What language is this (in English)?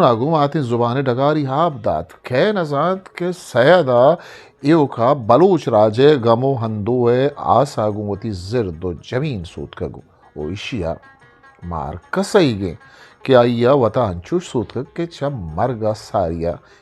Eastern Balochi